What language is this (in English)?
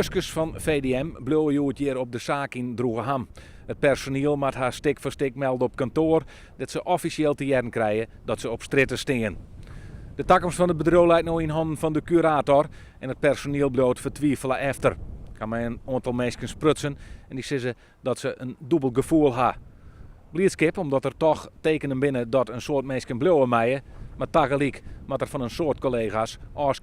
Western Frisian